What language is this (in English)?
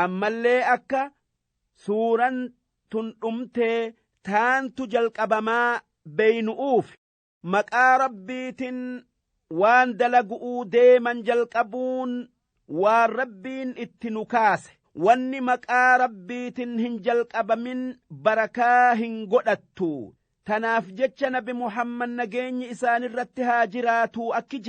Oromo